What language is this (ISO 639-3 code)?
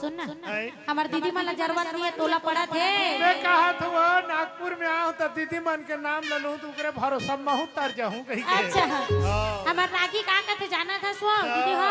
hne